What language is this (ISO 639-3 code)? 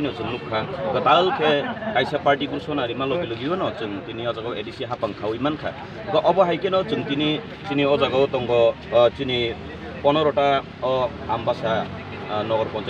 trp